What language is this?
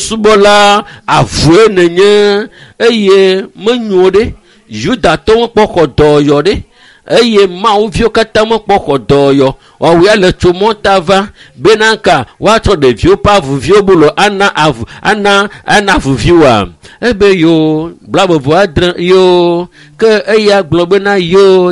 Ewe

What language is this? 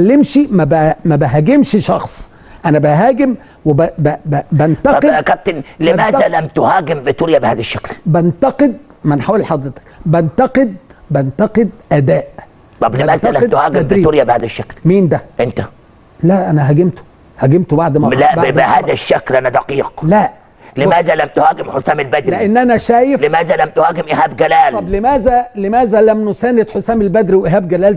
Egyptian Arabic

